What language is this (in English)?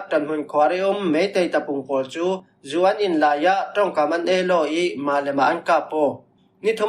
Falam Chin